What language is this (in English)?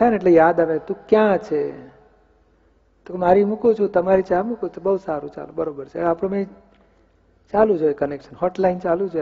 Gujarati